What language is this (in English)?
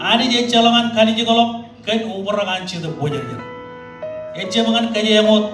Marshallese